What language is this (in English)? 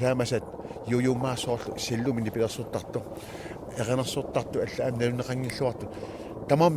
Kalaallisut